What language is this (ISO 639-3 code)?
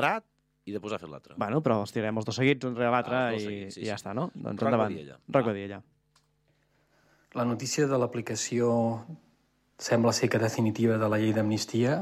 cat